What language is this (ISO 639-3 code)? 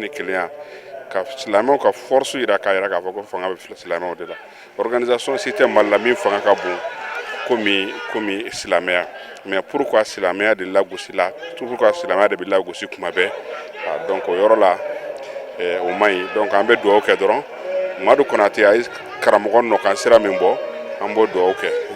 bam